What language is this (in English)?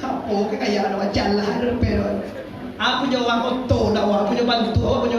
Minangkabau